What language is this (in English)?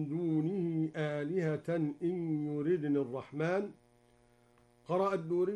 Arabic